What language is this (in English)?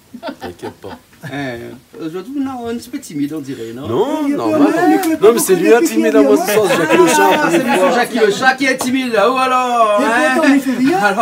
Réunion Creole French